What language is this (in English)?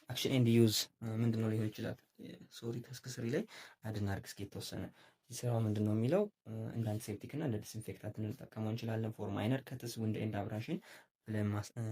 Amharic